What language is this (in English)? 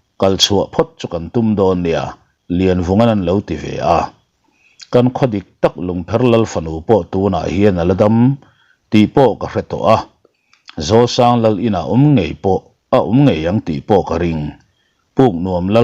Mizo